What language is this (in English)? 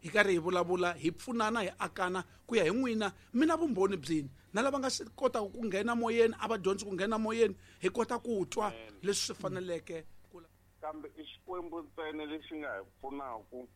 Tsonga